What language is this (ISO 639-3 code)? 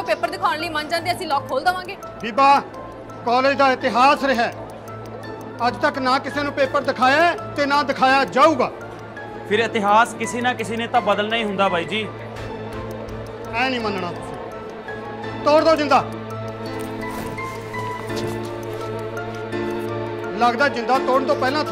pan